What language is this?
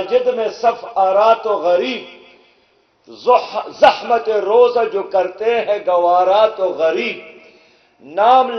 Urdu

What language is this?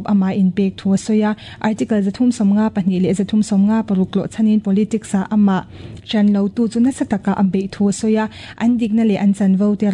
Mizo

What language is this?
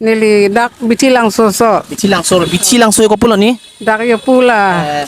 Karbi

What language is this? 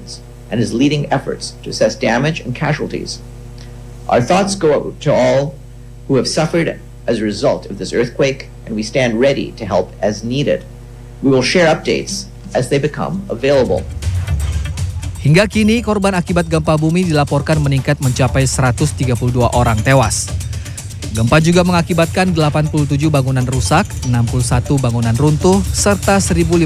Indonesian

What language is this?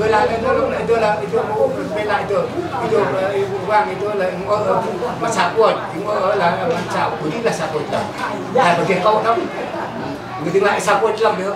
Central Mnong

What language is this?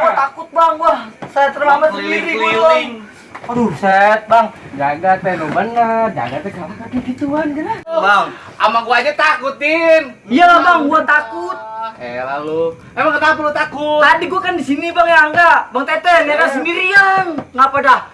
Betawi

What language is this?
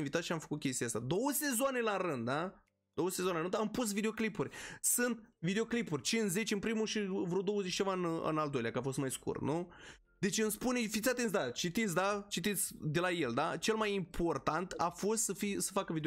Romanian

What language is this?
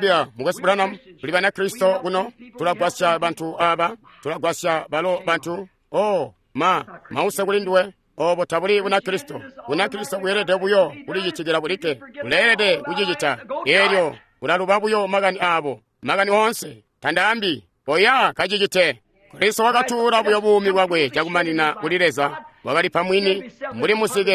Tonga (Zambia)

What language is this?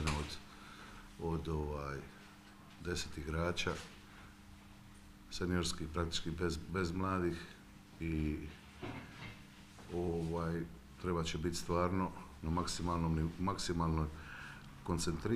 Croatian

